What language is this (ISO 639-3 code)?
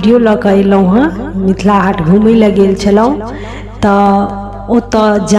mai